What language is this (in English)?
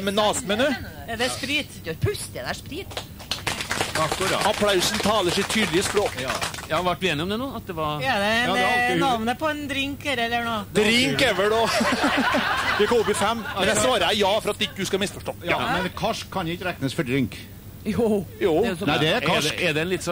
Norwegian